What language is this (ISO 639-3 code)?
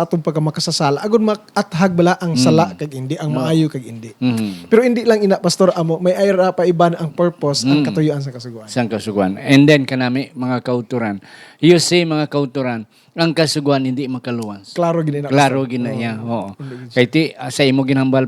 hil